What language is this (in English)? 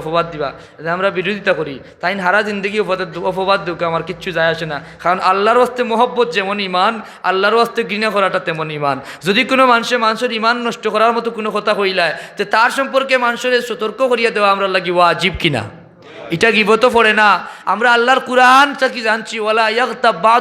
Sylheti